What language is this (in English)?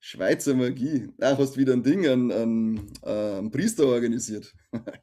Bavarian